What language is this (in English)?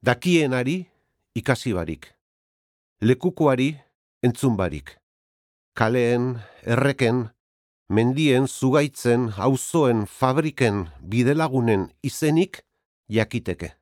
Basque